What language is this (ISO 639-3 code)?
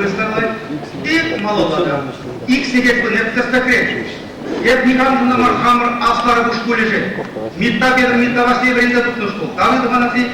chv